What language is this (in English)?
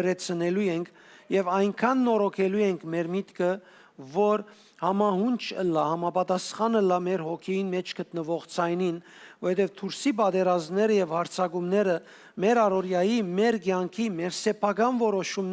Western Armenian